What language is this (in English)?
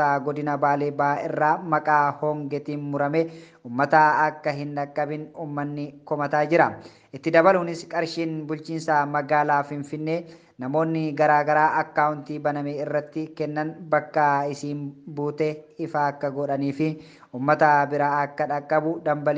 Oromo